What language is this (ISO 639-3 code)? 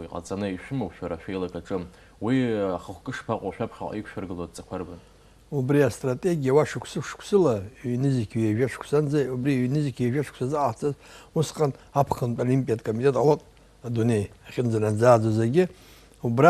abk